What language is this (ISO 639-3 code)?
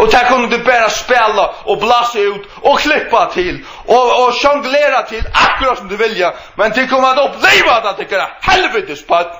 fao